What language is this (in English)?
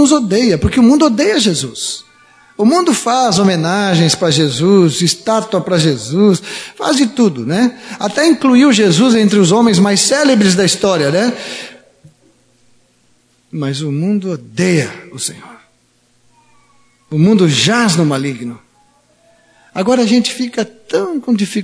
Portuguese